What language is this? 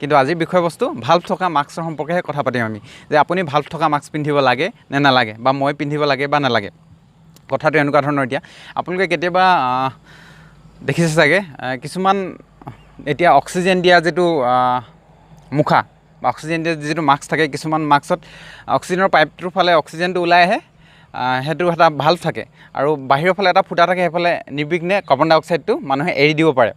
Assamese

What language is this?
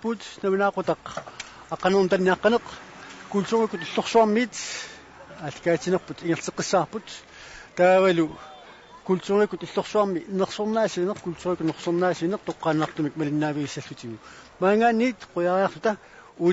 Kalaallisut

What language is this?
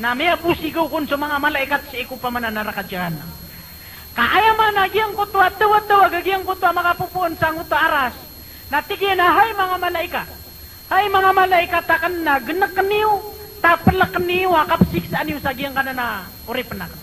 Maranao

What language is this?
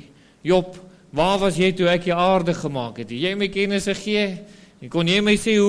Afrikaans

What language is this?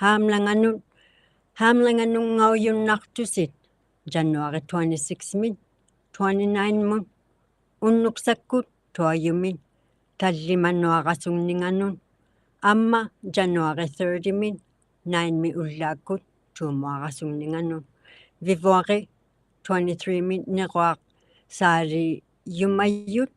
Inuktitut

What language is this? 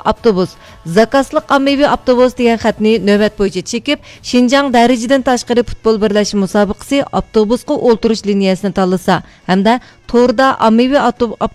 Uyghur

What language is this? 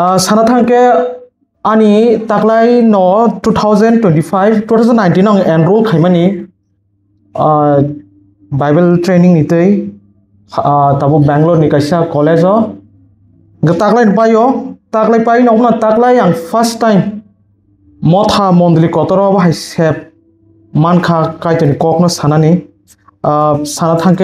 Kok Borok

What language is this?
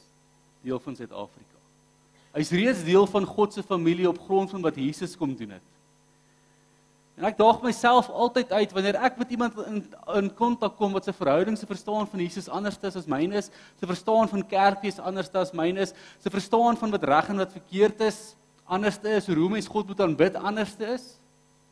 Afrikaans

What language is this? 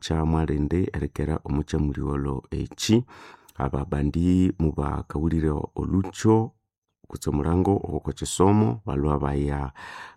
Nande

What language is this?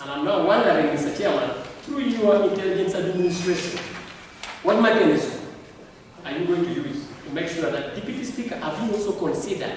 Acoli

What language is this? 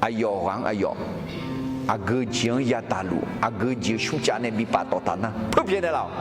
Akha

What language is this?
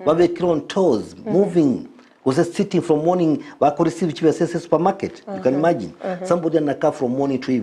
Gusii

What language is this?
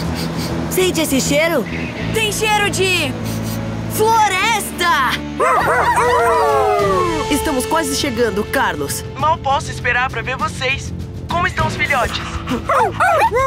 Portuguese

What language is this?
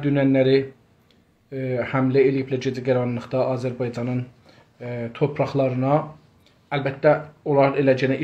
South Azerbaijani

